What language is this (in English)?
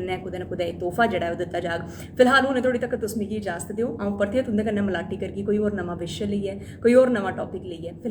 Dogri